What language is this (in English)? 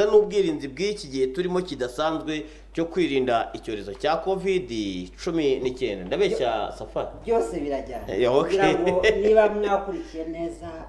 Kinyarwanda